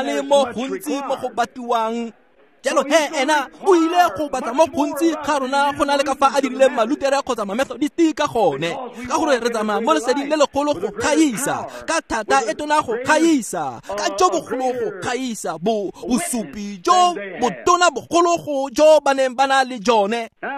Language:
Tswana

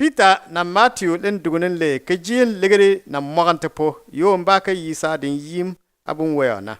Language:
Bimoba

